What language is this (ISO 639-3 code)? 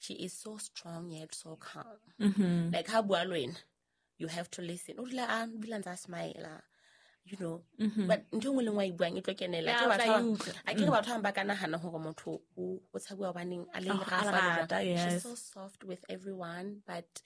sot